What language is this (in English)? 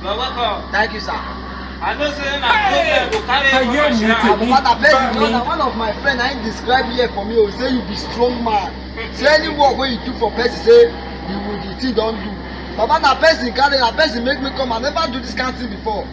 Nigerian Pidgin